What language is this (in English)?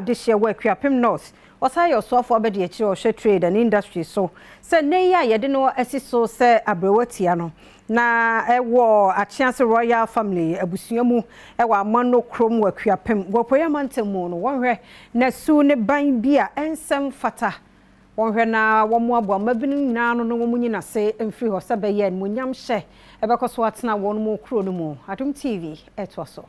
Akan